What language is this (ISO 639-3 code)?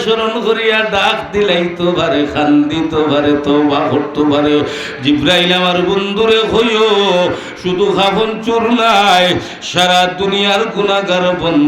syl